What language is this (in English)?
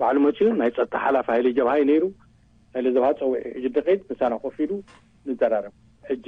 Tigrinya